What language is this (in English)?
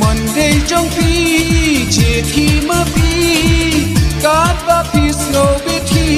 Khasi